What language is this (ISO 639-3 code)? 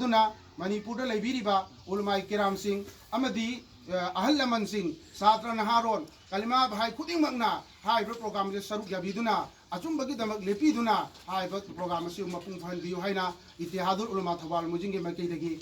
mni